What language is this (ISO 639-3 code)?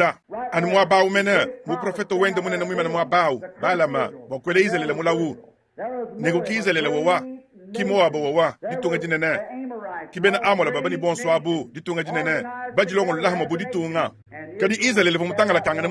lua